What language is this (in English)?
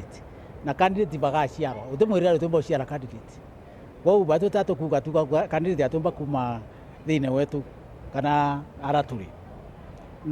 Meru